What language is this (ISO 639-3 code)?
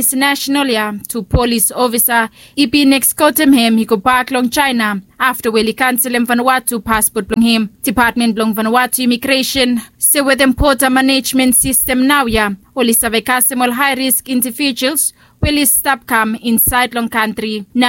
bis